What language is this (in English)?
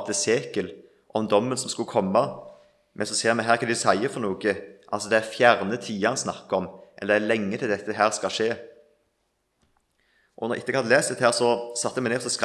Norwegian